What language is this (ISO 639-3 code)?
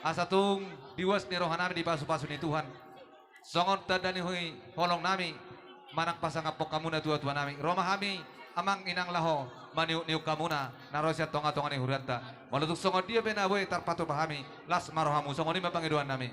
bbc